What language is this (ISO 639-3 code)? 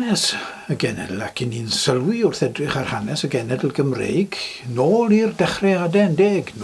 cym